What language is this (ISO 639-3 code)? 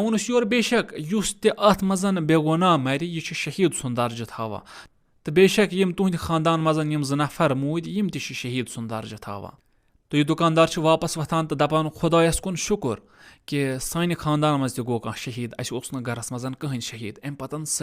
kas